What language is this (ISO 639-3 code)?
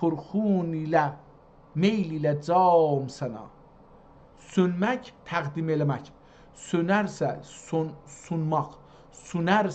azb